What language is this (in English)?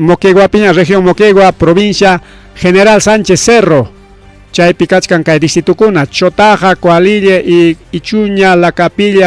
Ayacucho Quechua